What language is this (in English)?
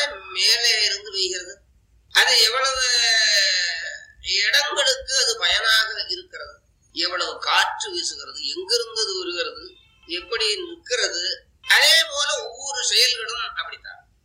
Tamil